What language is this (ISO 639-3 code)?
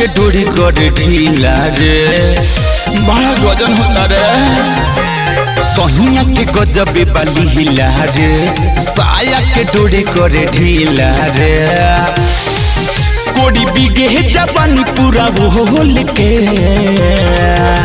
bho